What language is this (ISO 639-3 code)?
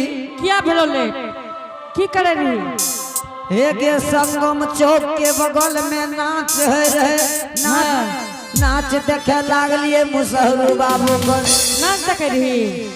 anp